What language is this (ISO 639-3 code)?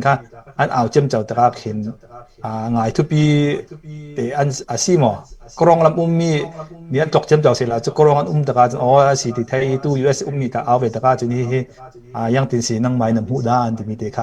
cfm